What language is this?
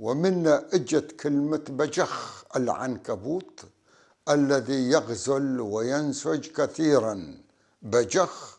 North Levantine Arabic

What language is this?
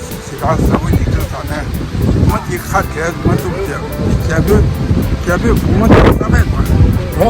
Tibetan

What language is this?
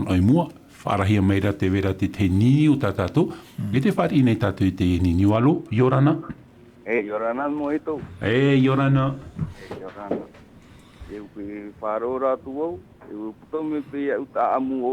Tahitian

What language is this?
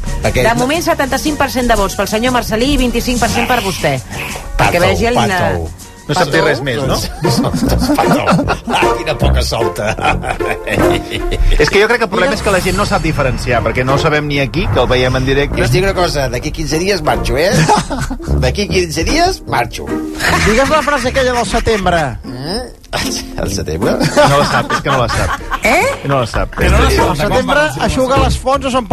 Catalan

